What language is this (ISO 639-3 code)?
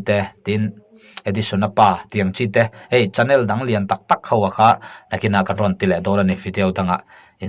lus